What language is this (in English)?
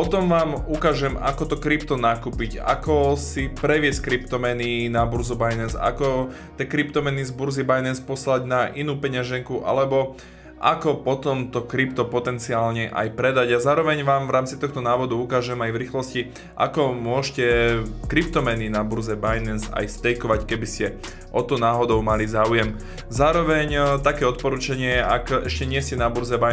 Slovak